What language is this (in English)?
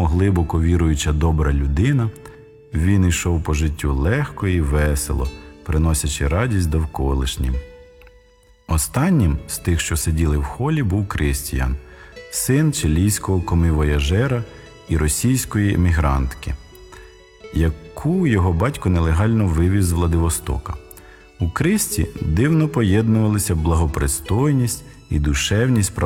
Ukrainian